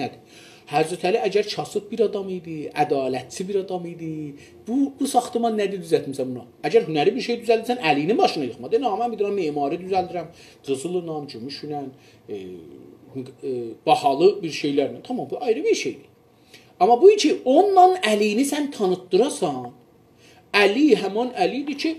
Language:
South Azerbaijani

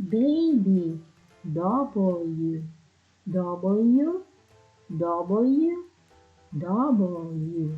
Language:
Waray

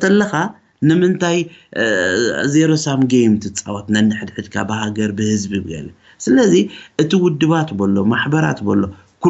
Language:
Tigrinya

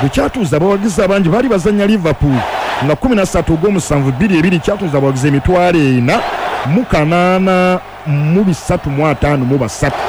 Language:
Ganda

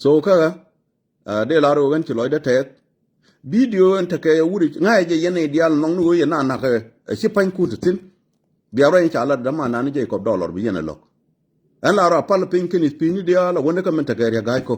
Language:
Nuer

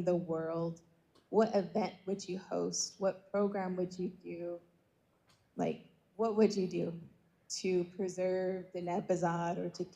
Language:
Navajo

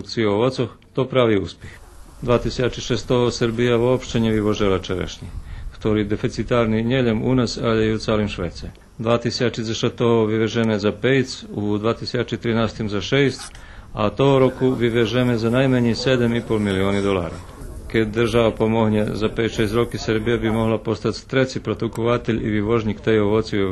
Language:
Rusyn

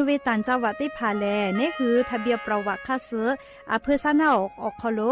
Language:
Lahu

